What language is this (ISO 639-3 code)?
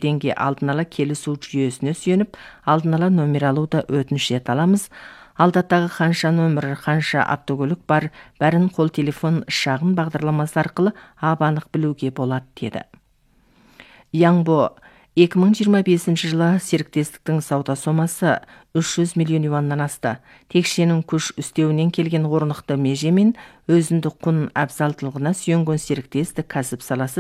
kaz